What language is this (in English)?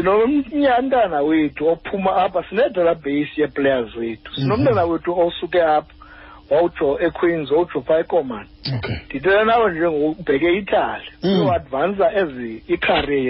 Xhosa